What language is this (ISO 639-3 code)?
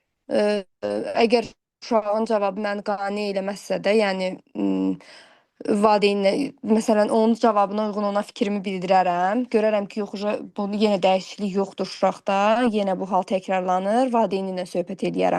aze